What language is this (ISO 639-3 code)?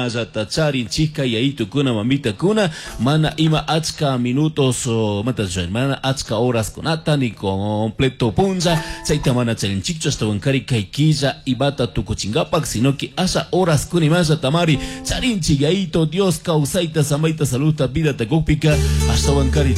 qug